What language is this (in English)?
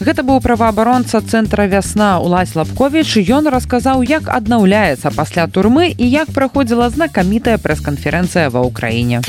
Belarusian